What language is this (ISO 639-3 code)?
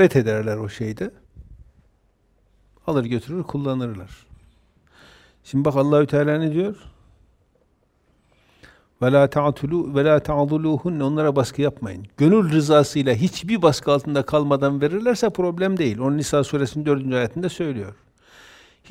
tur